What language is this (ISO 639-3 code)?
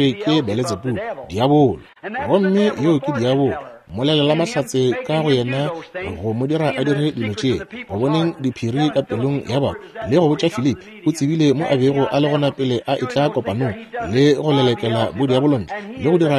nso